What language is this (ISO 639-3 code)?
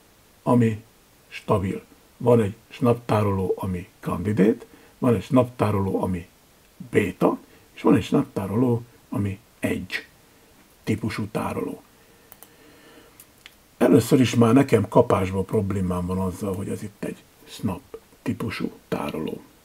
hun